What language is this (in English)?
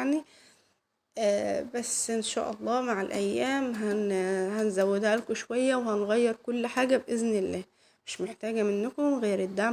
Egyptian Arabic